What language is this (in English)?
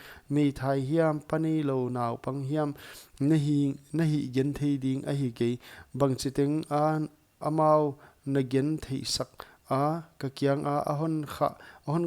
Paite Chin